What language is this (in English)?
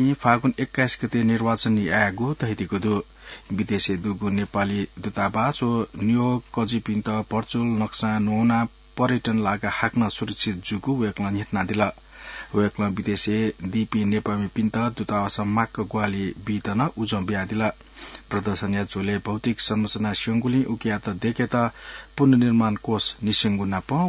Newari